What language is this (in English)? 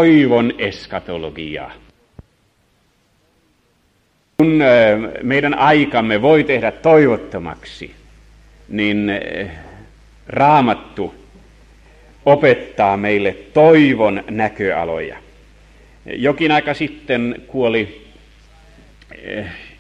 Finnish